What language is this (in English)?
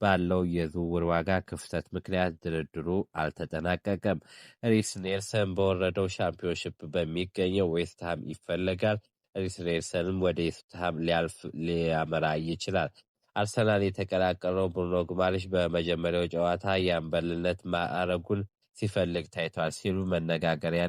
Amharic